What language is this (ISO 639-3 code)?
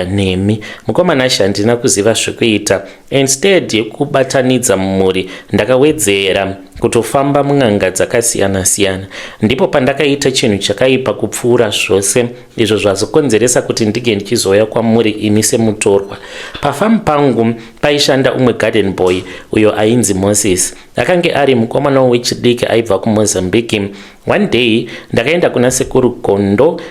sna